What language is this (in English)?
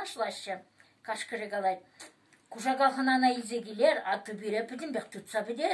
Chuvash